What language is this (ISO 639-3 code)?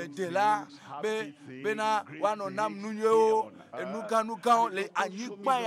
ewe